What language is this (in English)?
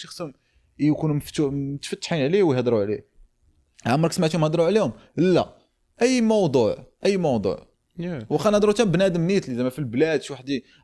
Moroccan Arabic